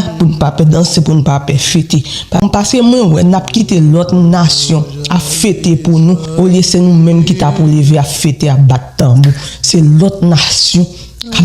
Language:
Haitian Creole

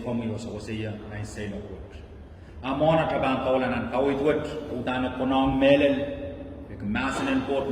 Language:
Pohnpeian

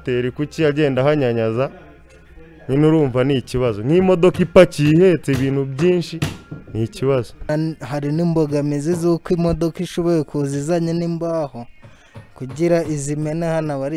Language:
Kinyarwanda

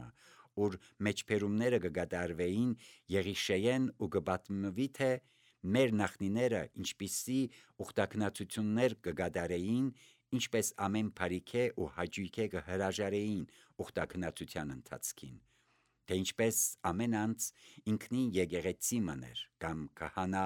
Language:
Armenian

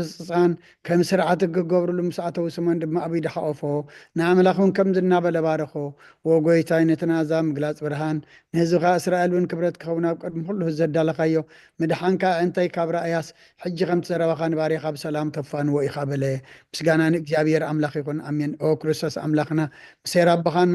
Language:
Tigrinya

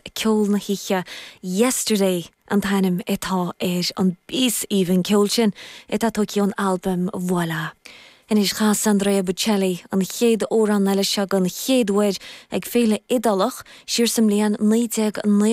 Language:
Irish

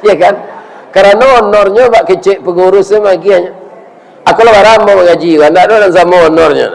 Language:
Minangkabau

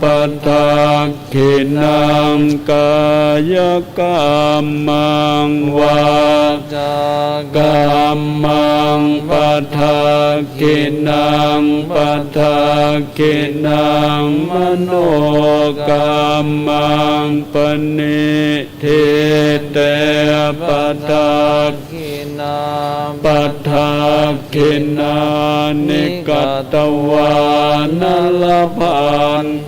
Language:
Pali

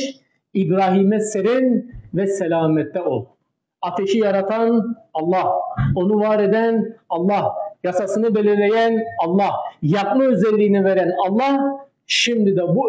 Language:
Turkish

